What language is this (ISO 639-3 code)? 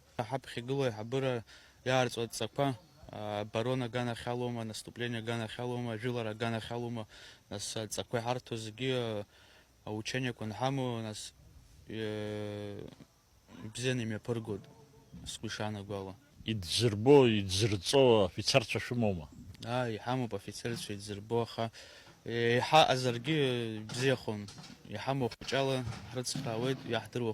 abk